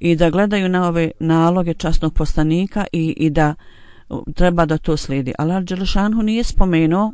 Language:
Bosnian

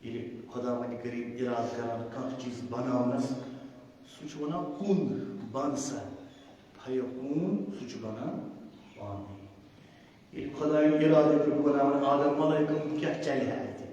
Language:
Kashmiri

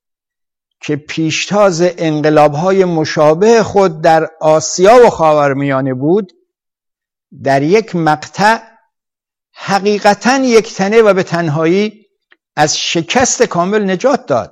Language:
Persian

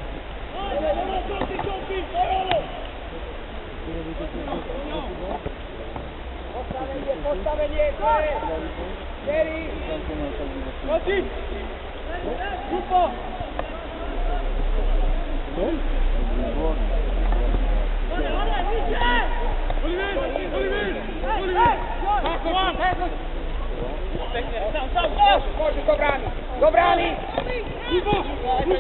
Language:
Slovak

